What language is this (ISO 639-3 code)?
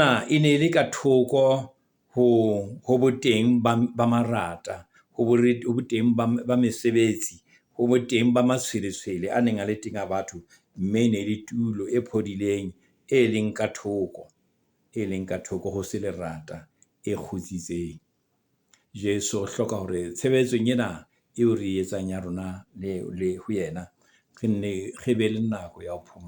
sot